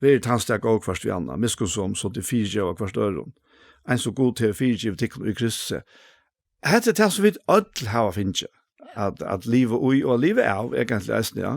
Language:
Faroese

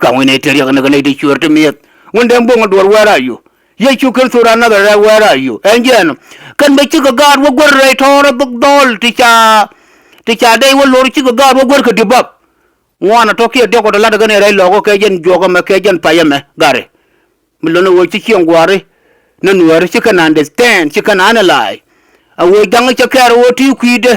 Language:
Nuer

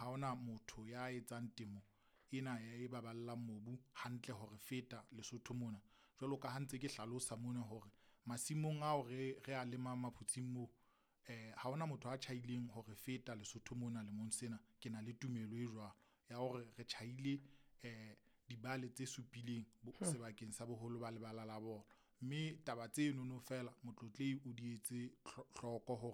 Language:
Southern Sotho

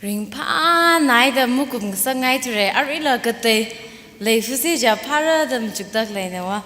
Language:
Tangkhul Naga (India)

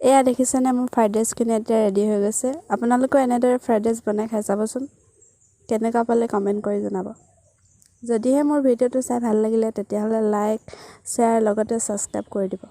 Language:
Assamese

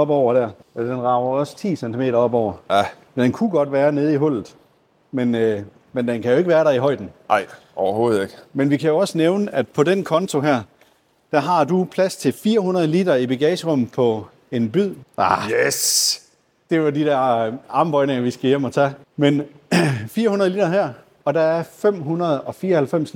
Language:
Danish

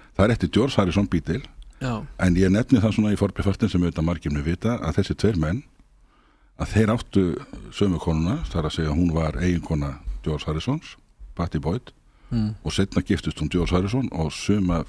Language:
Icelandic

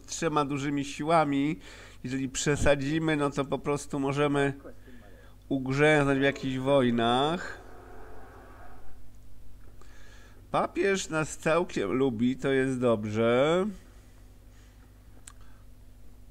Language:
Polish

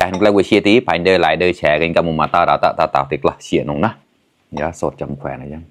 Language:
Mon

